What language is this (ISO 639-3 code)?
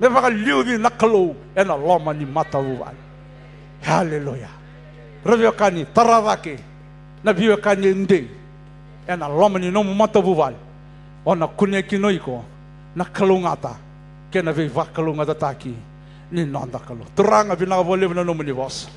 fij